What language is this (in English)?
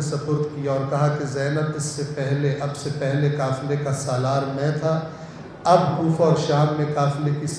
Urdu